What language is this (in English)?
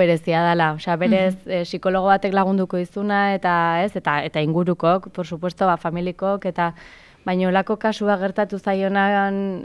Basque